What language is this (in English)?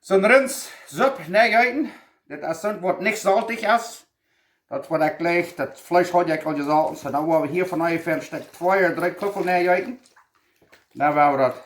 Plautdietsch